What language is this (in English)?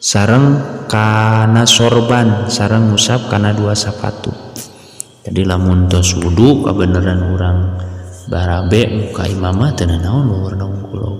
Sundanese